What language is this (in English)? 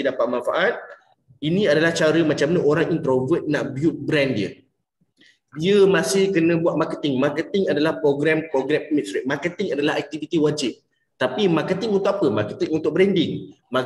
Malay